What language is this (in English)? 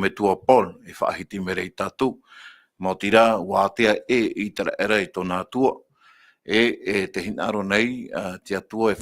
Tahitian